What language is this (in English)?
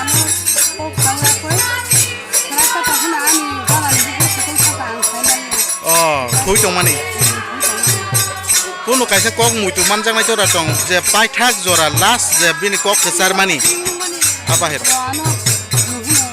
Kok Borok